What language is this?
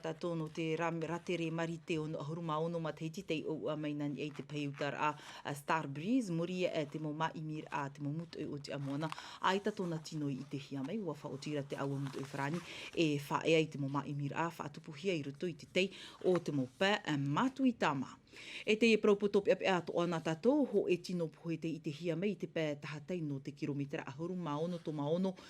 Tahitian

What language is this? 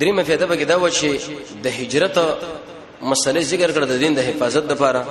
Pashto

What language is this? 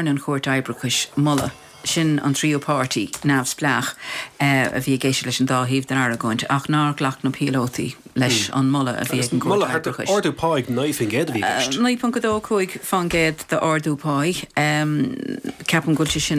Irish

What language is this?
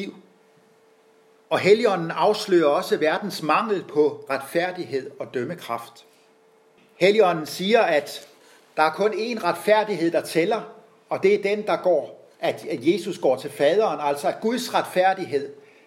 Danish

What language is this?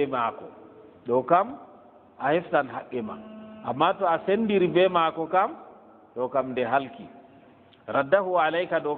Fula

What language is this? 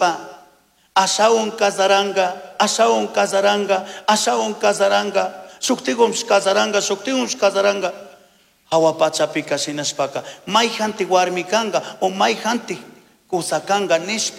Chimborazo Highland Quichua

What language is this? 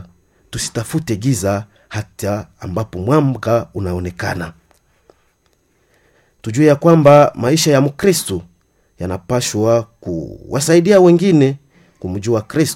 Swahili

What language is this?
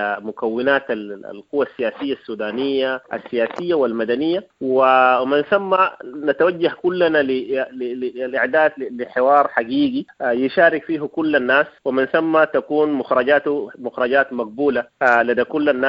Sudanese Arabic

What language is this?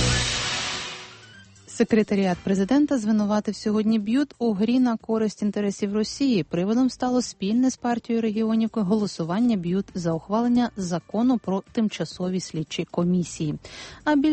Ukrainian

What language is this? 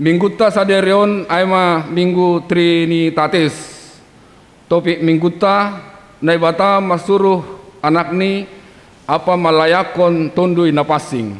Batak Simalungun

